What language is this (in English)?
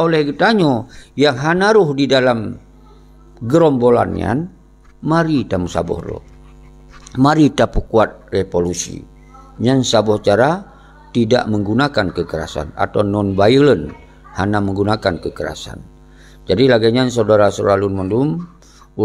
Achinese